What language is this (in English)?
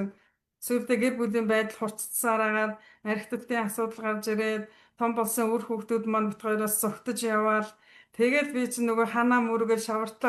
Mongolian